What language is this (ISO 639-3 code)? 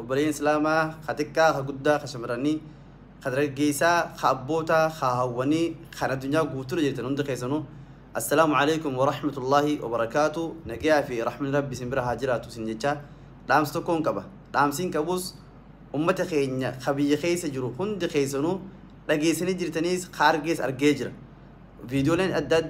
orm